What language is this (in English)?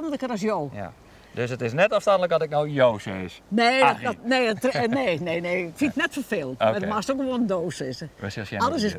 Western Frisian